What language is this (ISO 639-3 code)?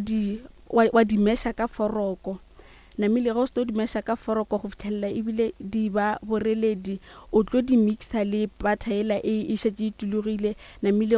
nso